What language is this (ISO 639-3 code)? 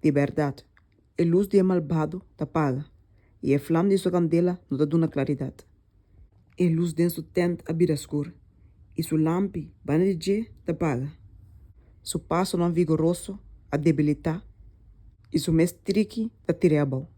pap